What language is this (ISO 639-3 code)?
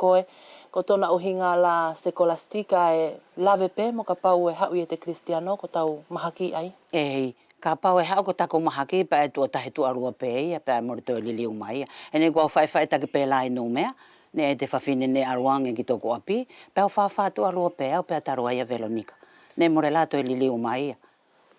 wls